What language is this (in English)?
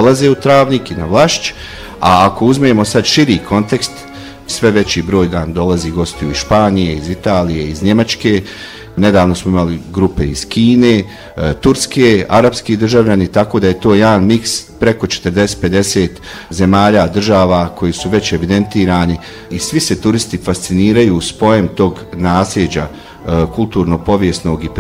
Bosnian